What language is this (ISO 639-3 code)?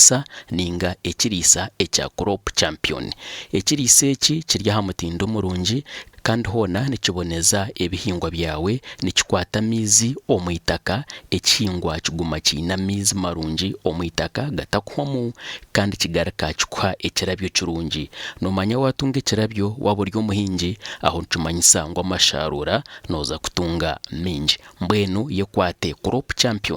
nyn